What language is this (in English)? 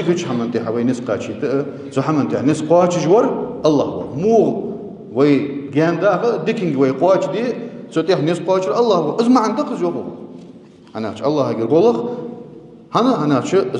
Ingush